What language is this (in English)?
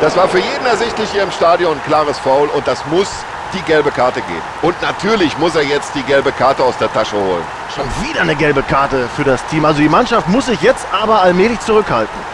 Bavarian